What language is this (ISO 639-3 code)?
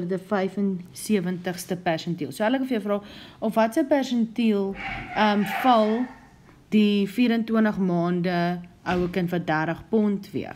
afr